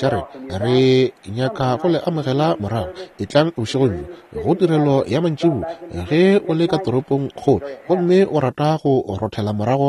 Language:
Northern Sotho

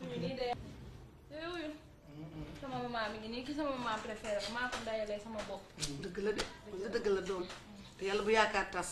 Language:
Wolof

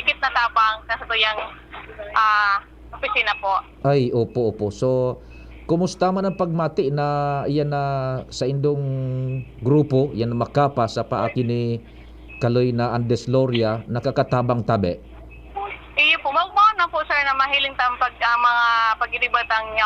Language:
Bikol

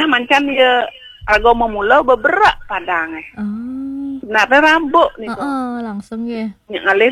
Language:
Balinese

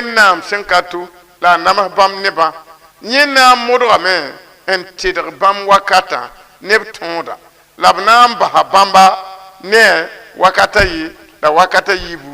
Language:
Mossi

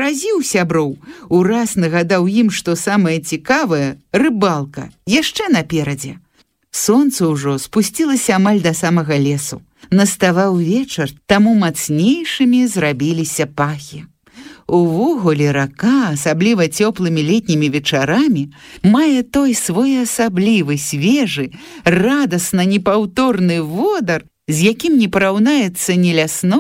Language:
Belarusian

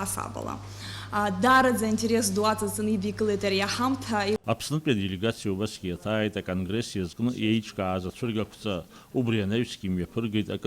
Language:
Abkhazian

